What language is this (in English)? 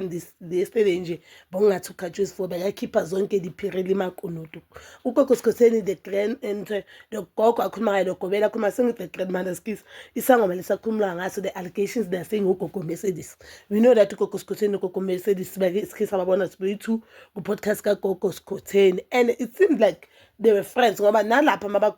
Zulu